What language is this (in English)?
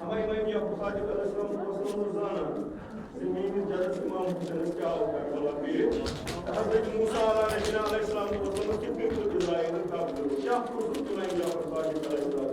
Kashmiri